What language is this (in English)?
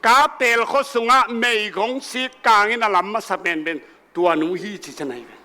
Tedim Chin